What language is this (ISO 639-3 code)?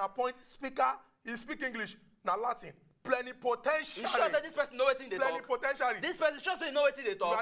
pcm